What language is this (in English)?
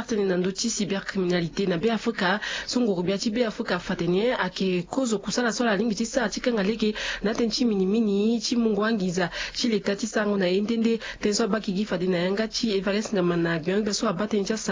Sango